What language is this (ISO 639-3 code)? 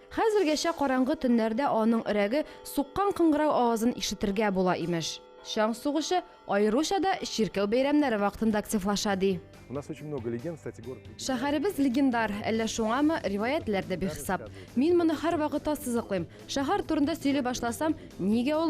tat